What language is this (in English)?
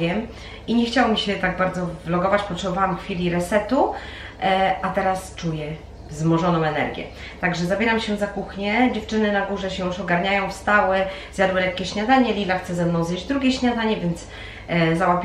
Polish